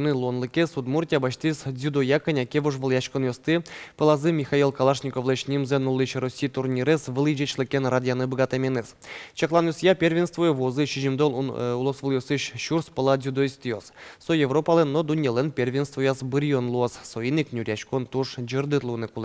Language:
Udmurt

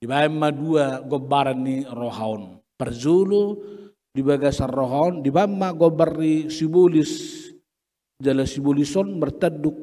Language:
Batak Toba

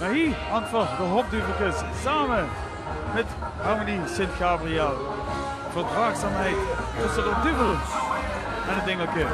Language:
Limburgish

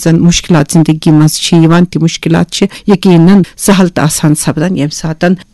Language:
Kashmiri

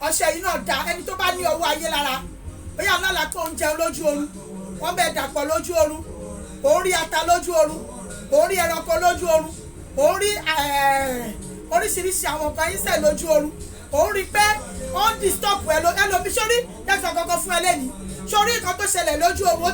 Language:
Yoruba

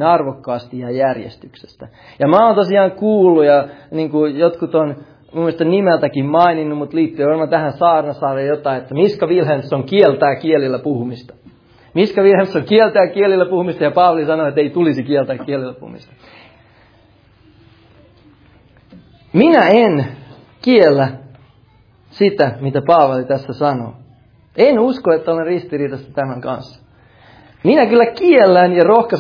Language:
Finnish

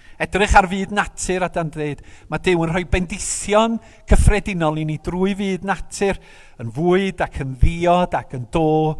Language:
Welsh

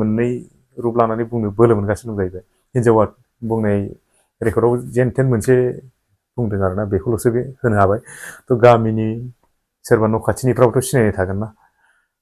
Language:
Bodo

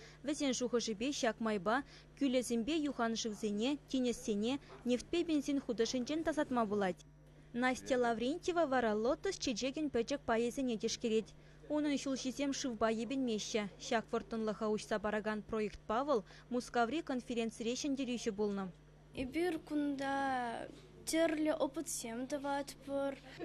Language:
Chuvash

